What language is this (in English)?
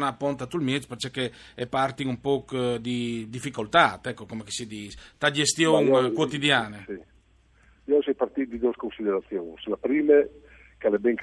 Friulian